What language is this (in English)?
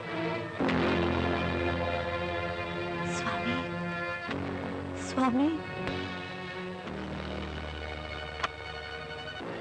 Gujarati